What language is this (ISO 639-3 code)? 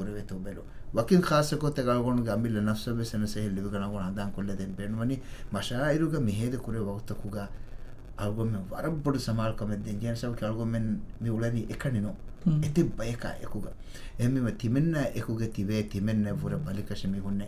div